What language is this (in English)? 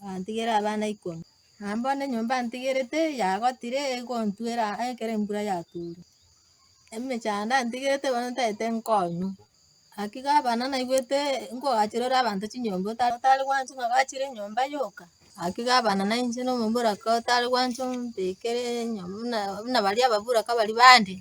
Gusii